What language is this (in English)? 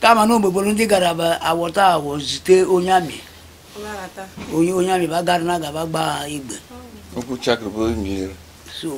Igbo